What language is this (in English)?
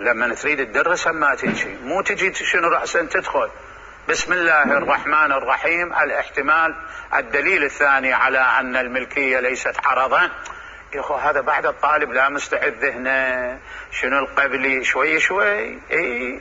Mesopotamian Arabic